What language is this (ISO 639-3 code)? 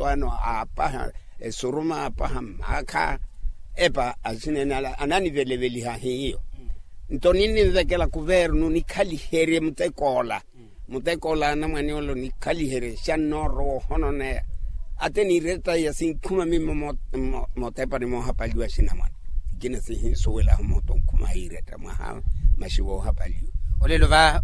vmw